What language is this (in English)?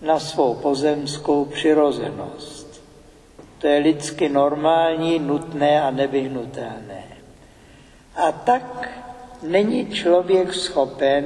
Czech